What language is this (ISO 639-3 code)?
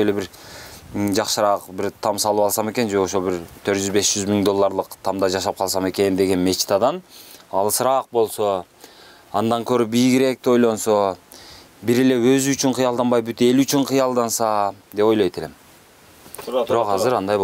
kir